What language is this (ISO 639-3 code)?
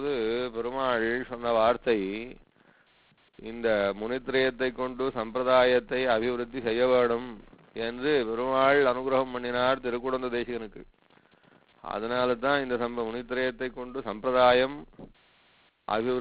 tam